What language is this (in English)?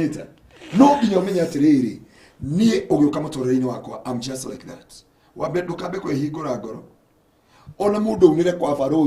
Kikuyu